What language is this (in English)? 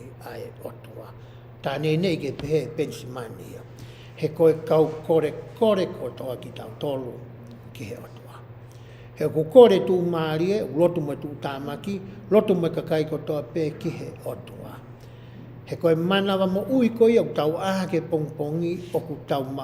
Tongan